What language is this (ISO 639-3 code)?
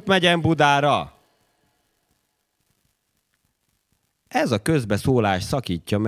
hun